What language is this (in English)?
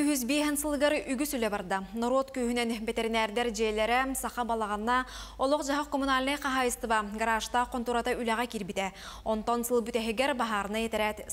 Yakut